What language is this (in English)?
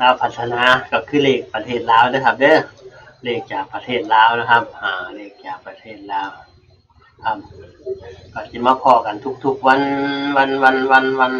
Northeastern Thai